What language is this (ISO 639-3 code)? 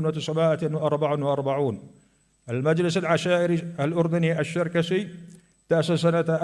apc